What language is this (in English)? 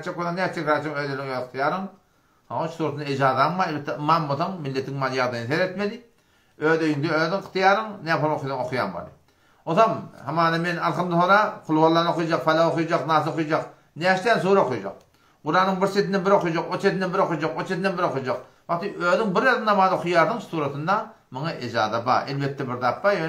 Turkmen